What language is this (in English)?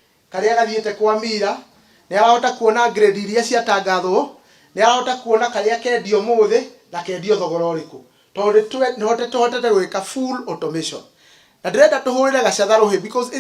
Kikuyu